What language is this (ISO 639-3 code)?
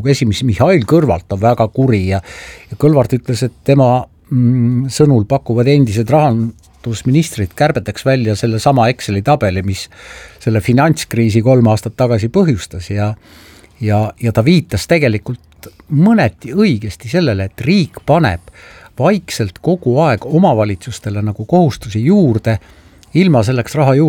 est